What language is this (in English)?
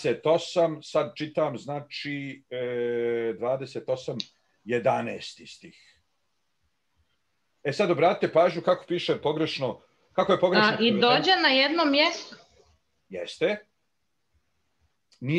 Bosnian